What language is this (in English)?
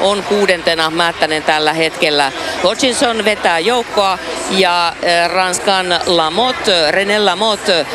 Finnish